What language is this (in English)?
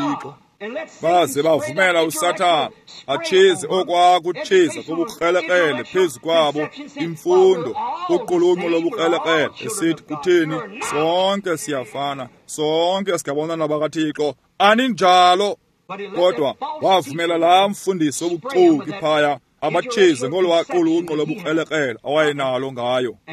Xhosa